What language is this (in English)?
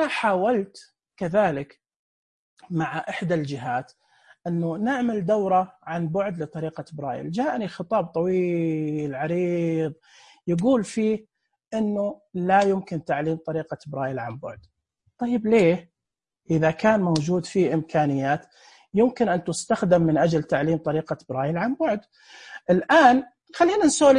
Najdi Arabic